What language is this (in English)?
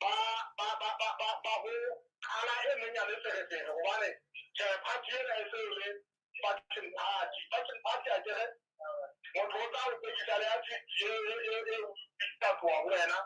Southern Sotho